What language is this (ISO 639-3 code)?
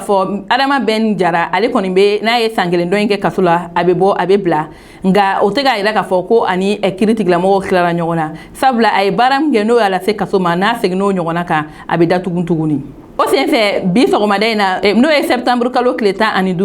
bam